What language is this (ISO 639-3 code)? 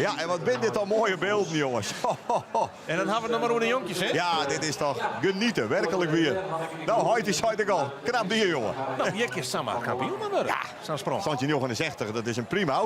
fry